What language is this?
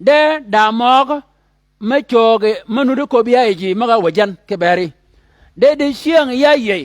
Shilluk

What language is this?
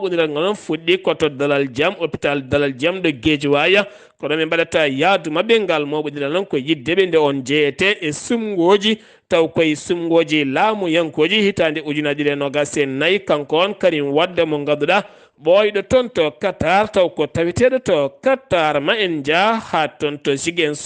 Fula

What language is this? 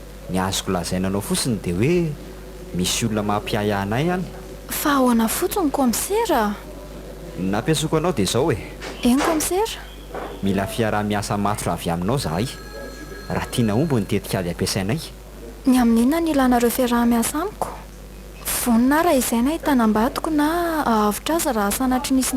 Malagasy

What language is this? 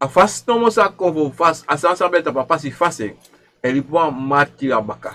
Sranan Tongo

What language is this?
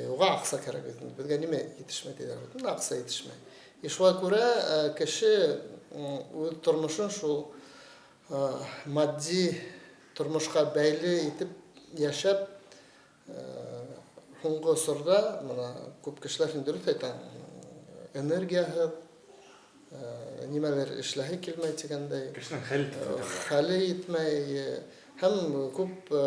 Bashkir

